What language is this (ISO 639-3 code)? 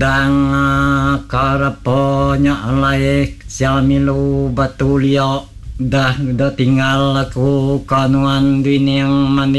iba